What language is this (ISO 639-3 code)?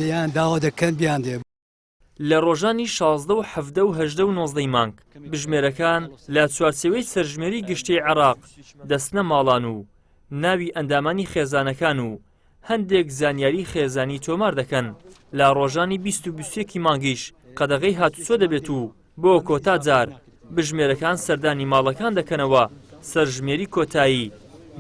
ckb